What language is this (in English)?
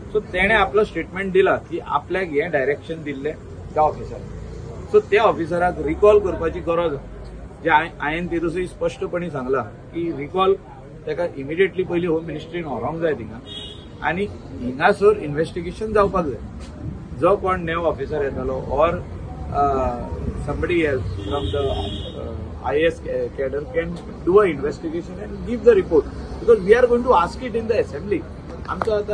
Konkani